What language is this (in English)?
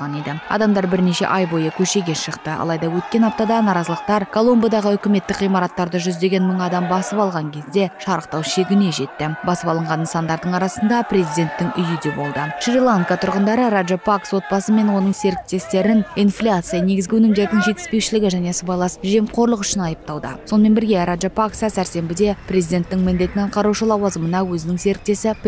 Kazakh